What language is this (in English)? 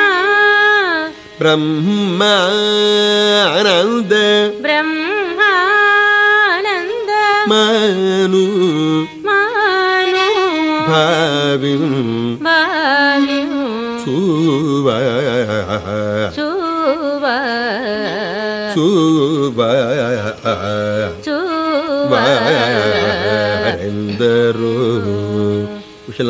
Telugu